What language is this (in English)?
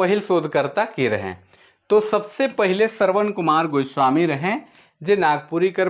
Sadri